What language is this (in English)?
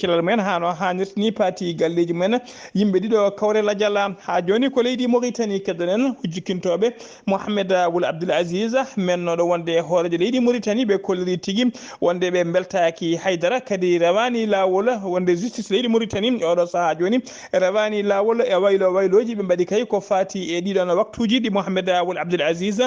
Fula